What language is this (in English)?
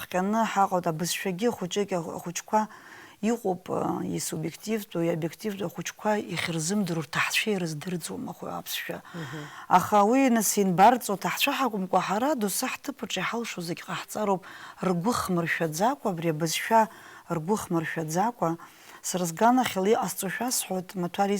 Abkhazian